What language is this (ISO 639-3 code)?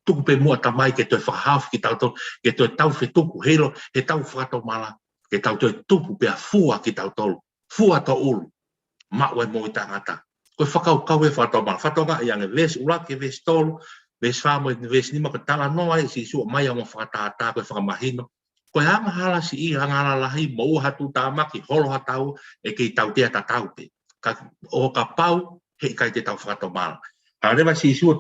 ton